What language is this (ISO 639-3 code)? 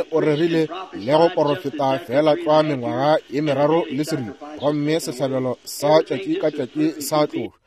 nso